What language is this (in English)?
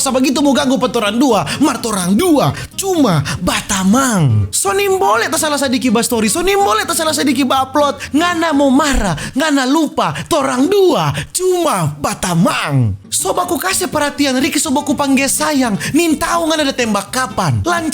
Manado Malay